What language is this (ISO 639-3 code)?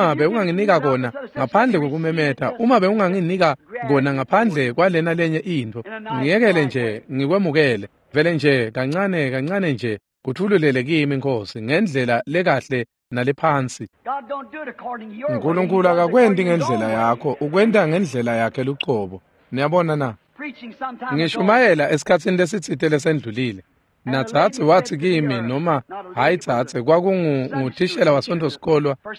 ssw